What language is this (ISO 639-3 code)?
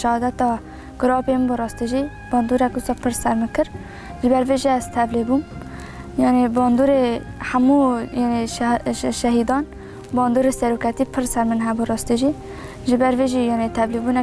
kur